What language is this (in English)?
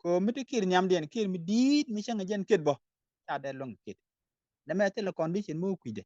Nuer